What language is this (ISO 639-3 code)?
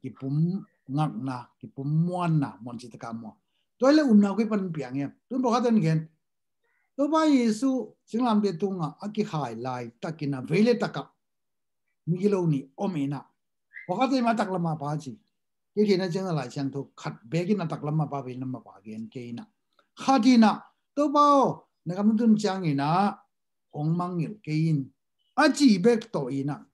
ctd